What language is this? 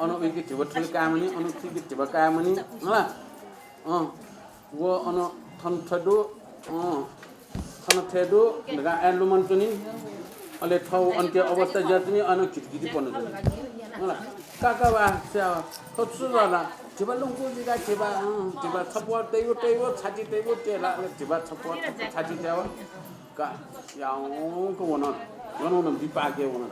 Newari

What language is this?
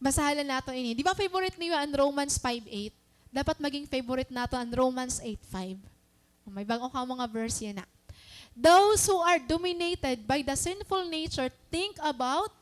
Waray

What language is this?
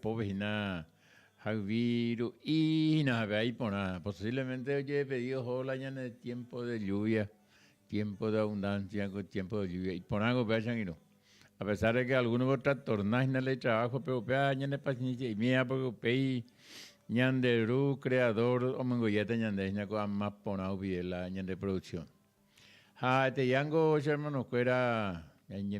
Guarani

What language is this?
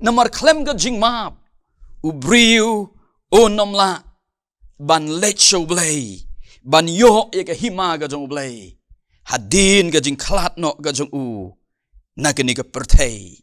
Khasi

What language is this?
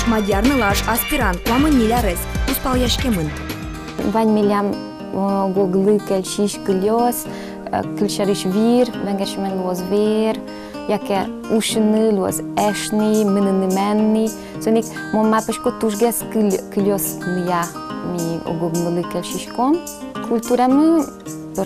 Udmurt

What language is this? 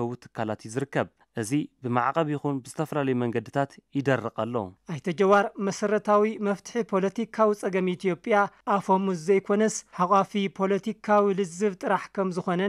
Tigrinya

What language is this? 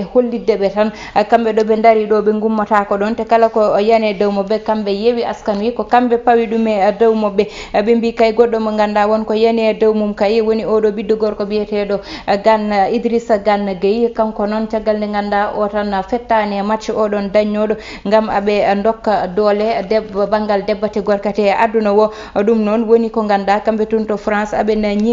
Fula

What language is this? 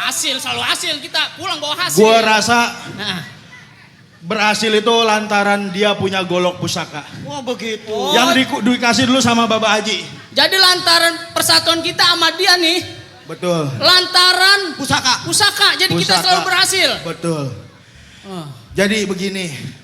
Betawi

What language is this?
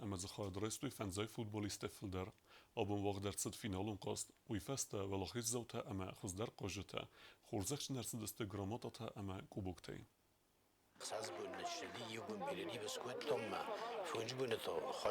Ossetic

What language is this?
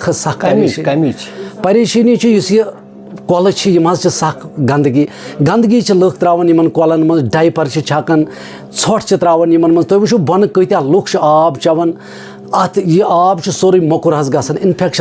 Kashmiri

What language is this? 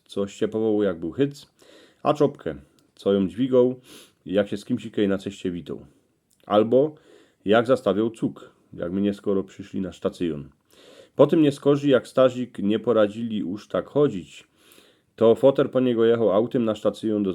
Silesian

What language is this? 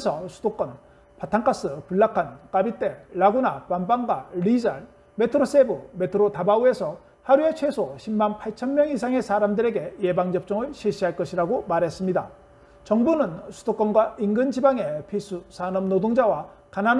Korean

